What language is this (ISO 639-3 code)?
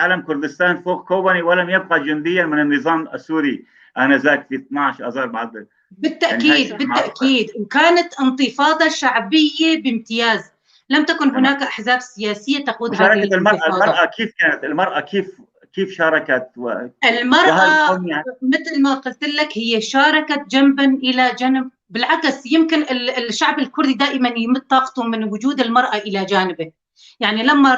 apc